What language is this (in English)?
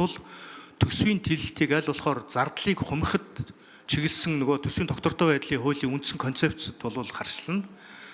Mongolian